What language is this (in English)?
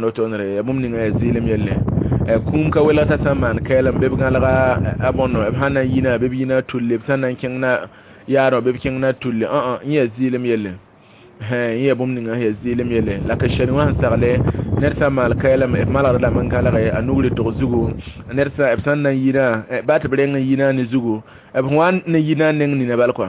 Mossi